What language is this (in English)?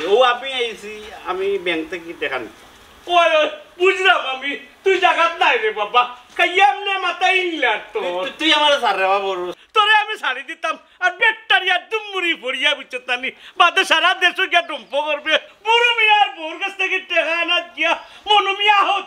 Sylheti